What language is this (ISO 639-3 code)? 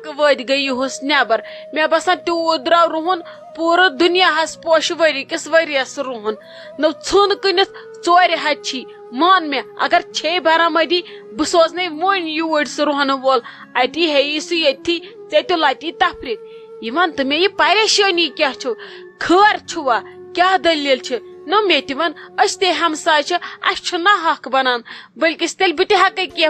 kas